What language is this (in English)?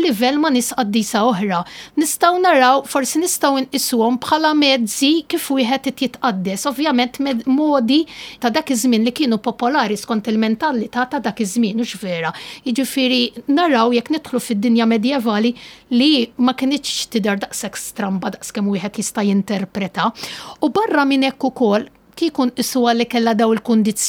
Maltese